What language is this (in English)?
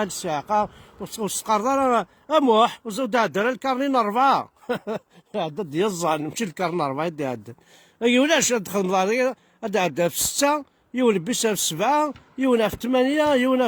Kabyle